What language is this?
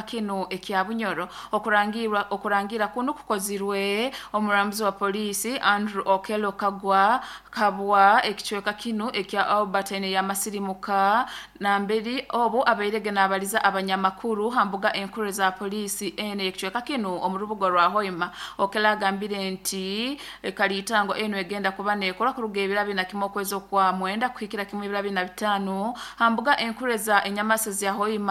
Nyoro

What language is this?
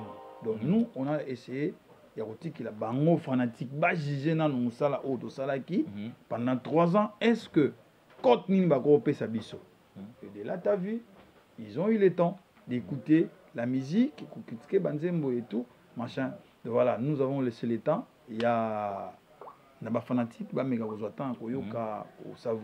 Lingala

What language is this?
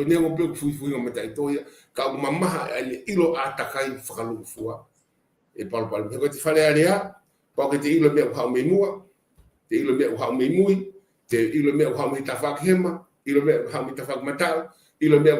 Tongan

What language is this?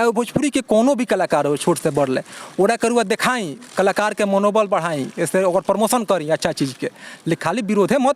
Bhojpuri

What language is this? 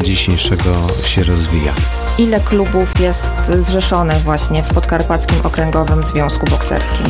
Polish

